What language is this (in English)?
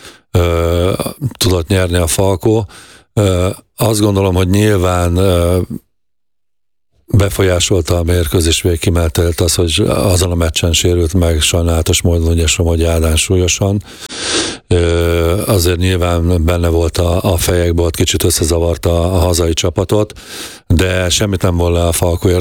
Hungarian